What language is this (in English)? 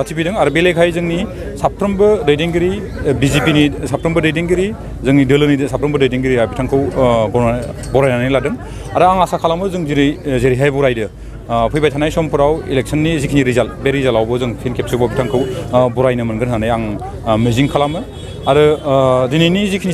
Bodo